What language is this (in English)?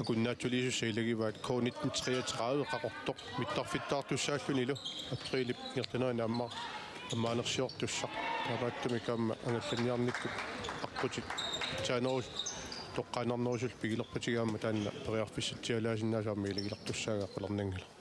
Kalaallisut